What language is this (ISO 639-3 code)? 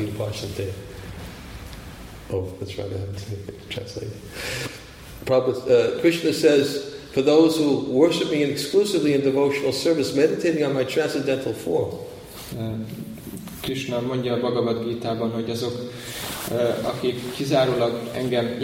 hun